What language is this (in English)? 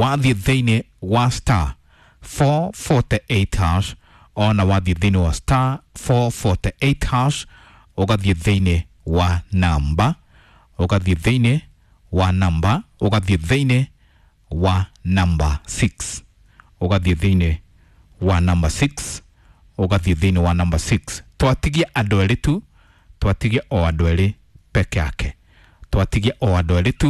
Kikuyu